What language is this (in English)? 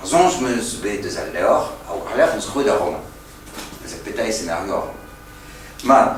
Breton